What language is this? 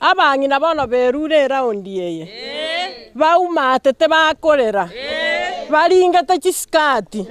Gusii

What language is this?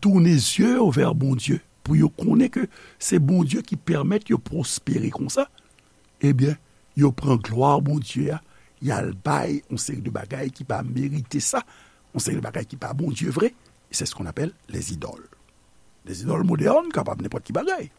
Haitian Creole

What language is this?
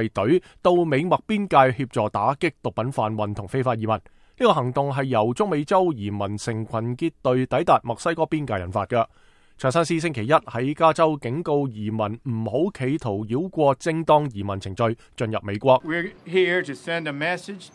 Cantonese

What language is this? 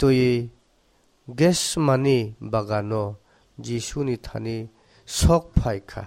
Kok Borok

